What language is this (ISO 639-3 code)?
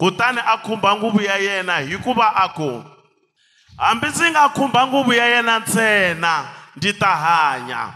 tso